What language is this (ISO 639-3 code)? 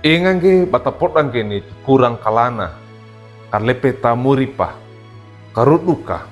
wew